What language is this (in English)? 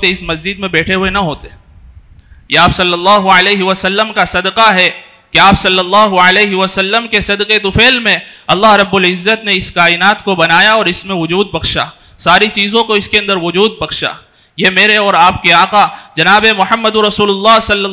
Urdu